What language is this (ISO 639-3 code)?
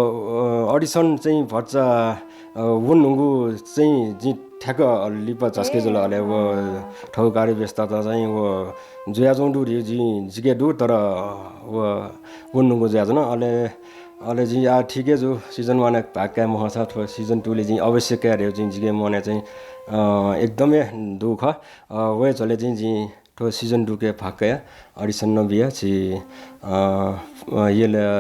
new